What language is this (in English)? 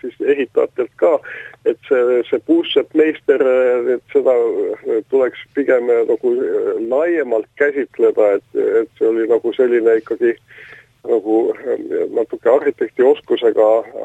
Estonian